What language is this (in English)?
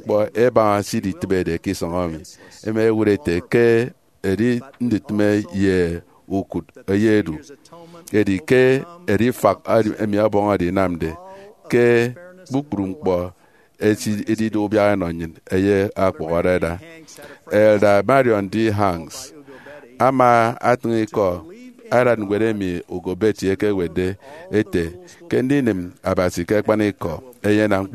Efik